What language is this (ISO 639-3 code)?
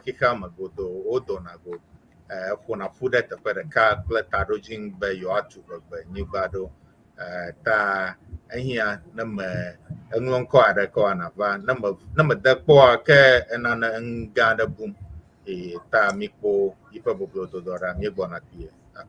ewe